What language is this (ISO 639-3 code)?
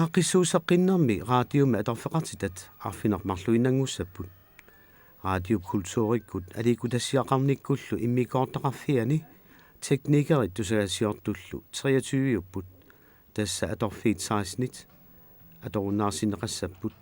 kal